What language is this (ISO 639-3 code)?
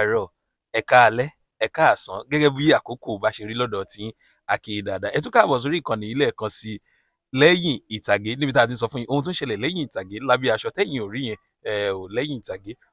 yor